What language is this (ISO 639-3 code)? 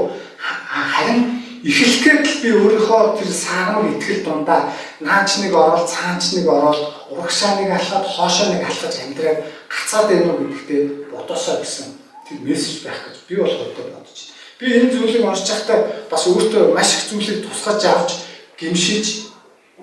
mon